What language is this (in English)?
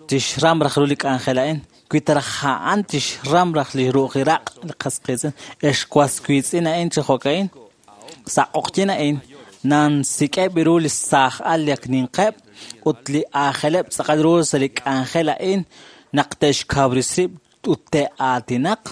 Kekchí